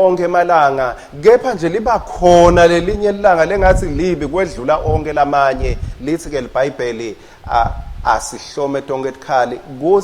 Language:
Swati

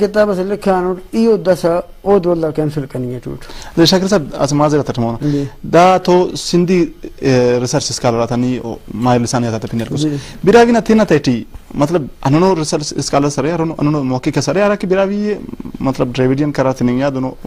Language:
Brahui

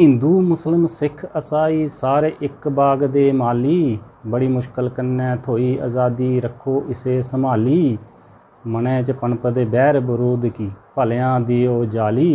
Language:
Dogri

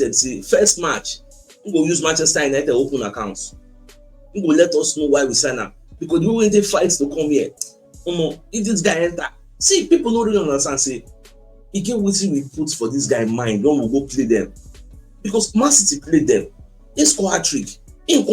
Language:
Nigerian Pidgin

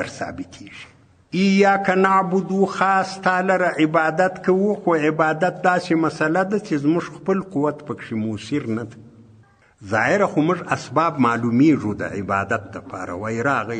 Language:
Pashto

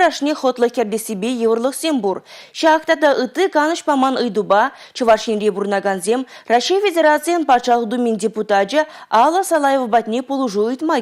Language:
Chuvash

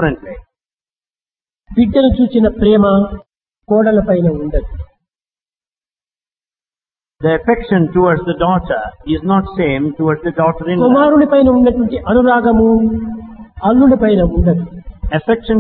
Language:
Telugu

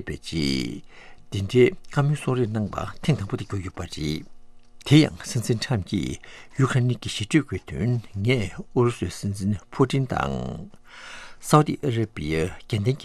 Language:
Tibetan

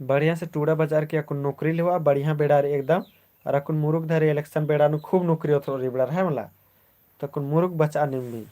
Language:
Kurukh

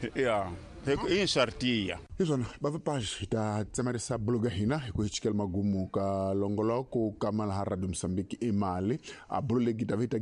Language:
Tsonga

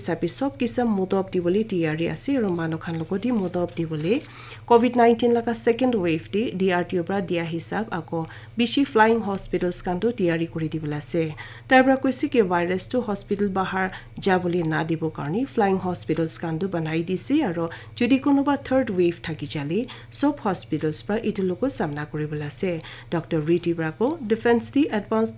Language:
Naga Pidgin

